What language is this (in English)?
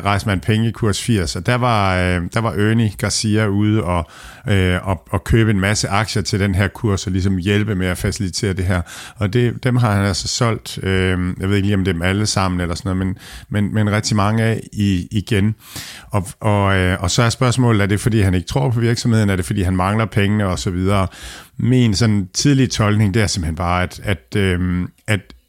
Danish